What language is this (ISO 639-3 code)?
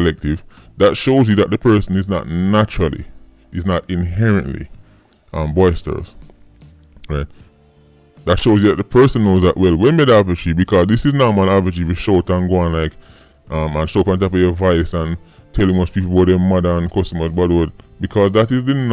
jam